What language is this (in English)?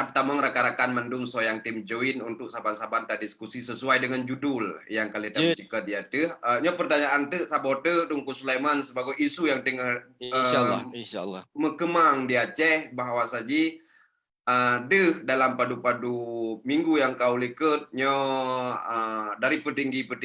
Achinese